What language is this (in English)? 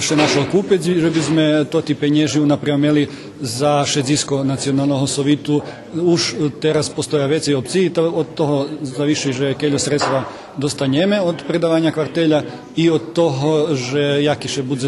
Rusyn